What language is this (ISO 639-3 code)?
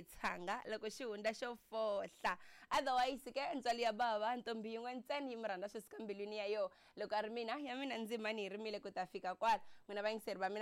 tso